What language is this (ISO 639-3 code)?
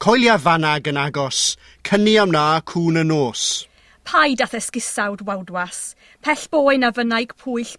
cym